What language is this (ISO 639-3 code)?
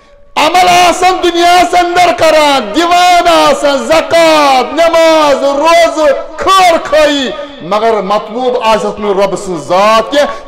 kas